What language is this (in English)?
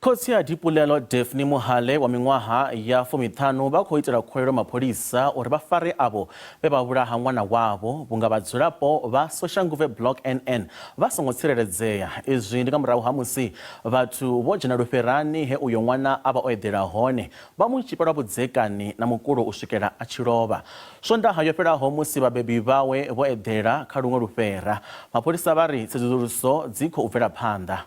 Venda